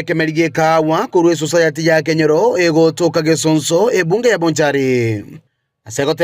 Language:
Gusii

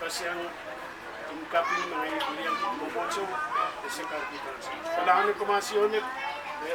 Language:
Pohnpeian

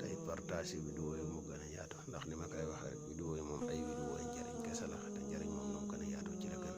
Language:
Wolof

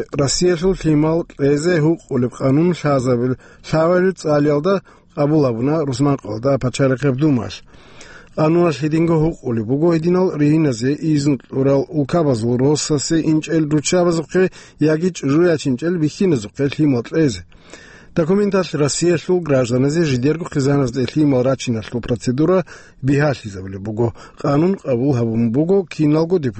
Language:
Avaric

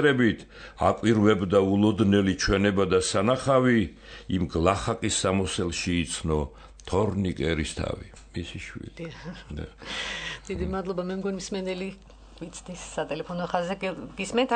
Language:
Georgian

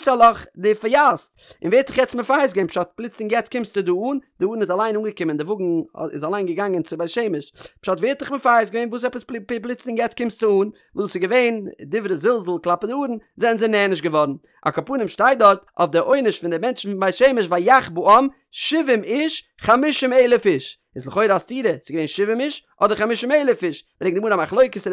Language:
Yiddish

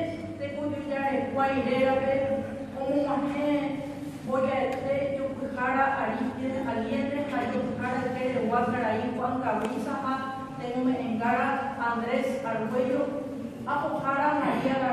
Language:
Guarani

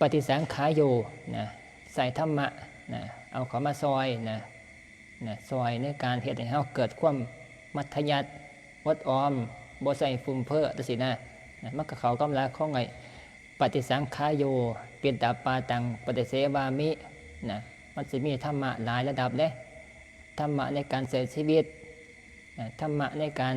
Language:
Northeastern Thai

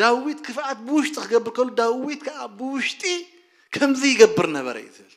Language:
Tigrinya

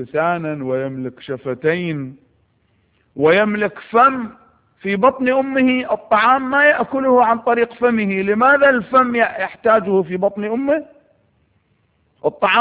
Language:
Arabic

